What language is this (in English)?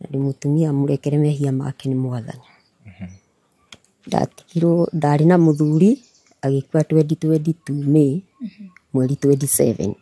Kikuyu